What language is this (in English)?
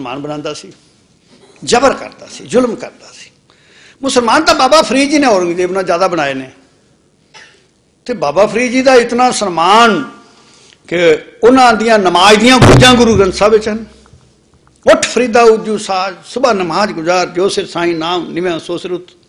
Punjabi